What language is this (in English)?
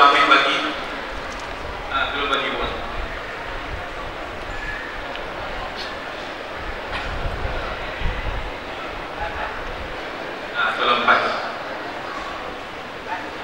Malay